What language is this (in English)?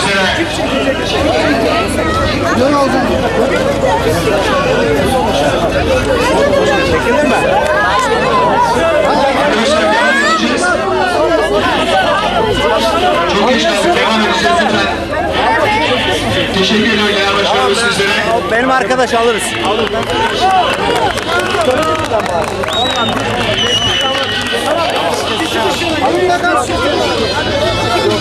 Turkish